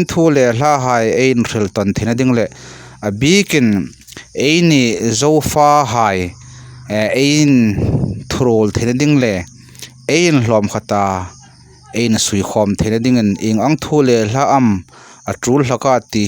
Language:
Hmar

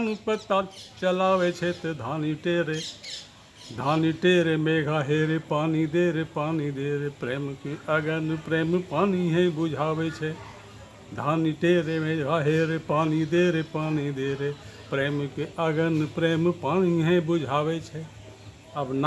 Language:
Angika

